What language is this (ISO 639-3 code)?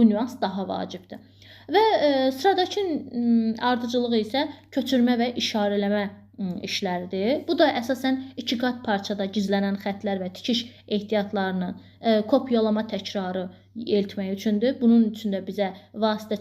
aze